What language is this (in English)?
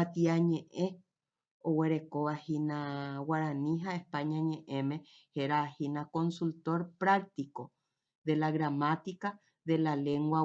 Guarani